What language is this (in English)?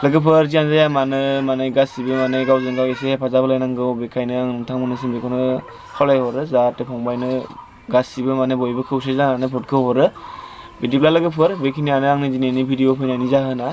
Bodo